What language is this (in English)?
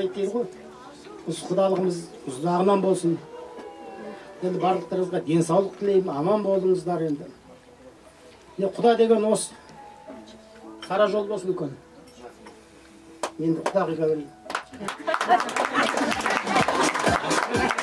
Kazakh